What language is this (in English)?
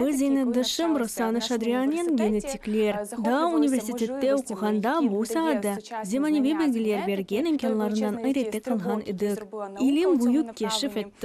Crimean Tatar